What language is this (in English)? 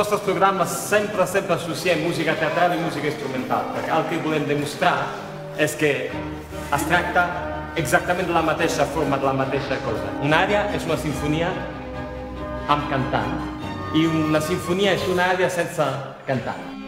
Catalan